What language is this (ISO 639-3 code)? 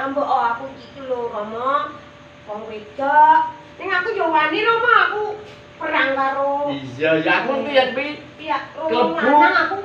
jav